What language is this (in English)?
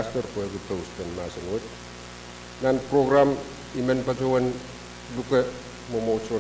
Pohnpeian